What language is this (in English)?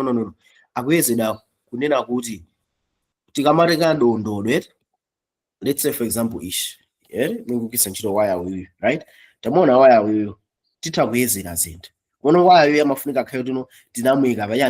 Nyanja